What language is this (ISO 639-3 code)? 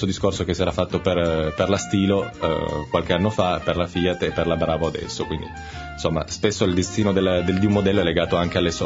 ita